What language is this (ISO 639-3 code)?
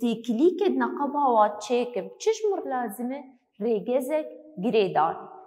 kur